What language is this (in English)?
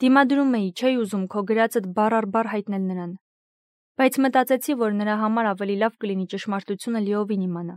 Armenian